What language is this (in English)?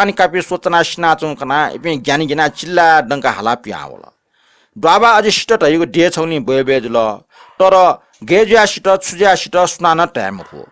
Newari